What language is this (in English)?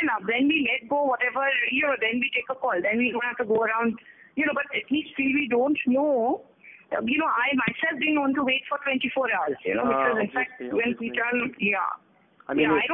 English